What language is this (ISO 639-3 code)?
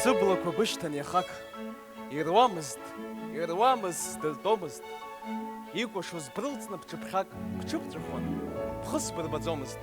abk